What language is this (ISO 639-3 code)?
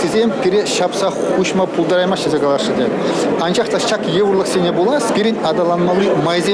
chv